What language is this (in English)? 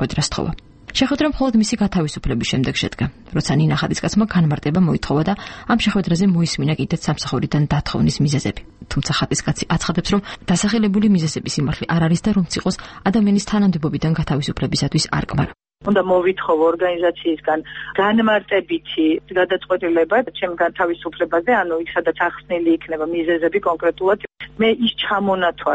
Georgian